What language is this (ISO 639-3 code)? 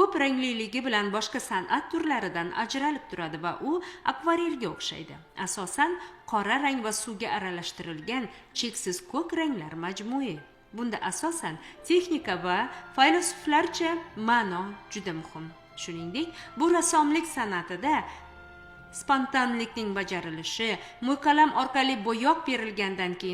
uzb